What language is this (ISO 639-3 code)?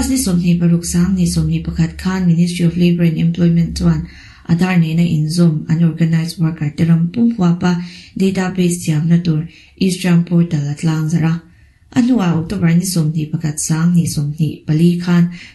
lus